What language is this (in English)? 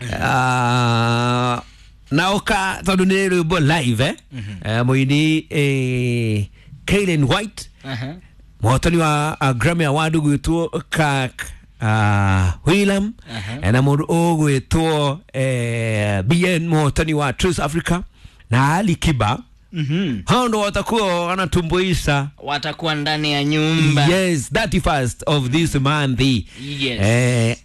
Kikuyu